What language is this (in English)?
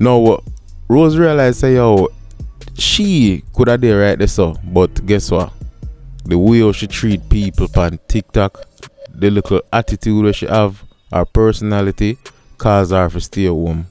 Jamaican Creole English